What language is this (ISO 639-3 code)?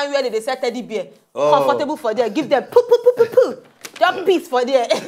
pcm